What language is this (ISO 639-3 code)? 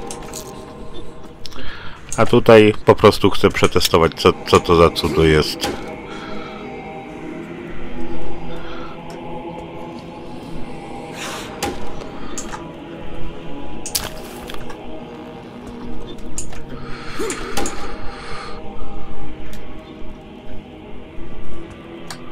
pol